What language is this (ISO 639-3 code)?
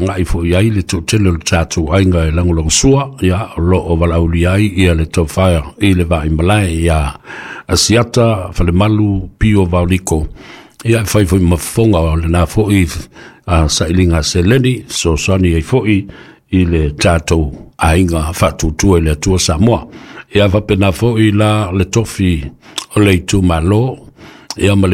smo